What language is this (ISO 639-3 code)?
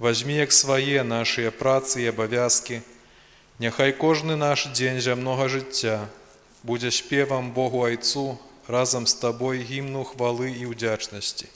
bel